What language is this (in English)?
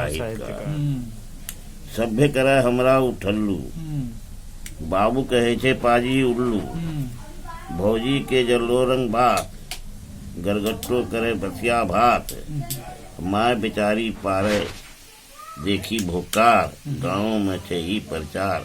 Angika